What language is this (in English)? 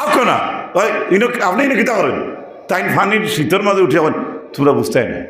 Sylheti